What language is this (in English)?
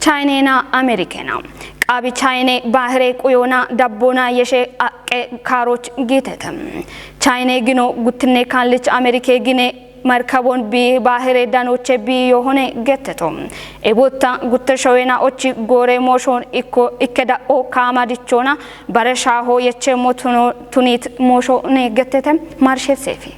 Kafa